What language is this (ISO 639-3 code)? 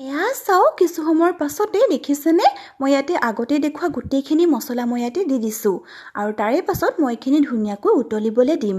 asm